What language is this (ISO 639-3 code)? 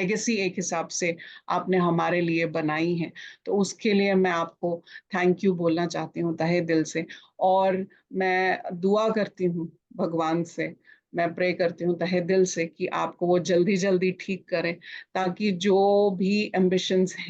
kas